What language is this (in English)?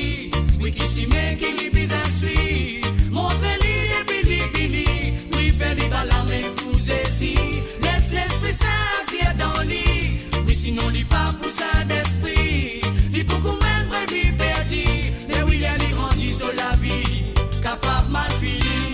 Morisyen